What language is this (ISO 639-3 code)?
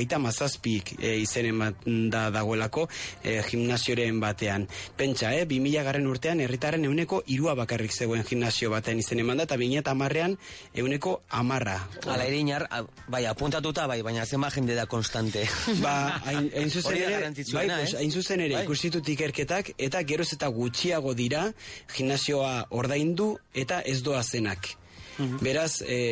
eus